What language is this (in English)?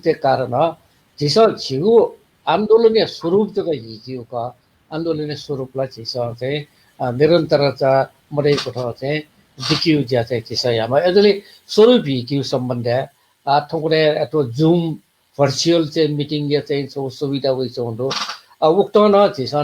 Newari